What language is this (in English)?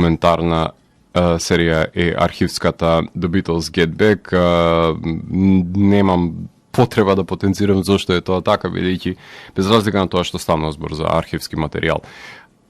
Macedonian